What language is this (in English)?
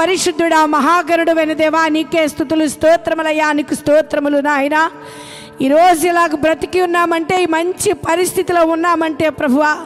Telugu